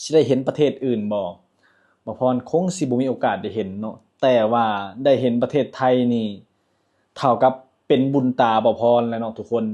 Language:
Lao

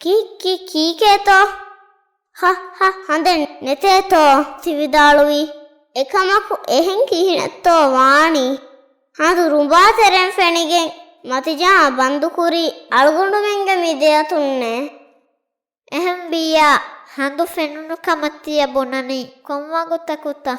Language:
Divehi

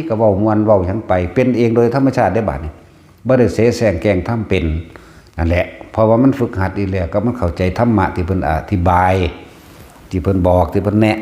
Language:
Northeastern Thai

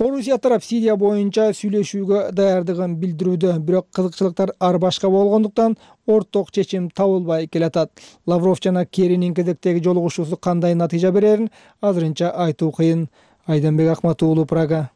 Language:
Kyrgyz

